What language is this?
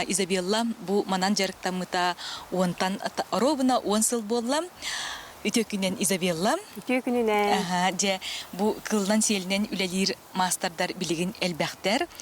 Yakut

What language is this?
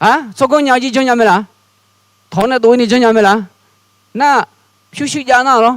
Akha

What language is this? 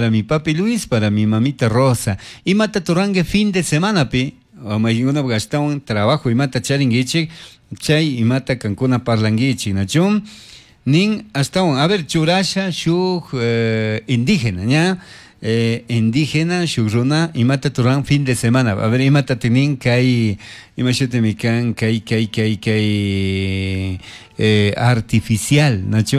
Chimborazo Highland Quichua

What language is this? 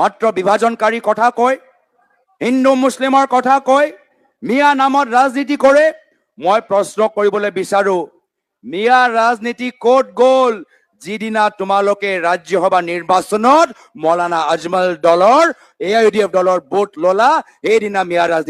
Assamese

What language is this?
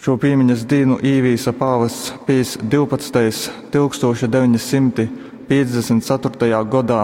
Latgalian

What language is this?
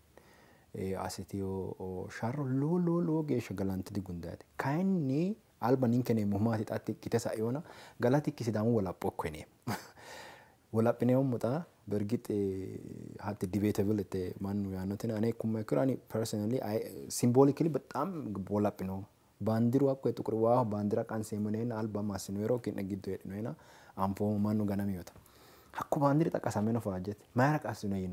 Sidamo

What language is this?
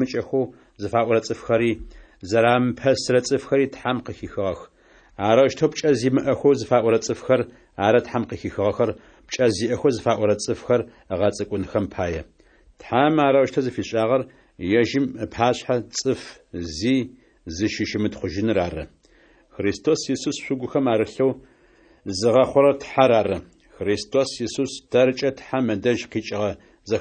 Adyghe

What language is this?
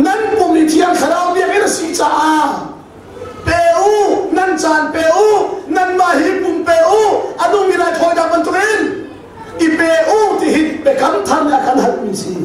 Hakha Chin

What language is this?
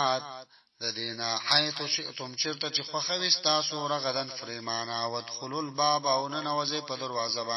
Pashto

